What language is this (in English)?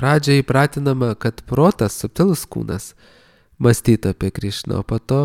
Lithuanian